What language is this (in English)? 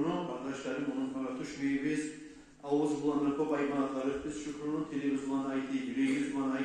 Kumyk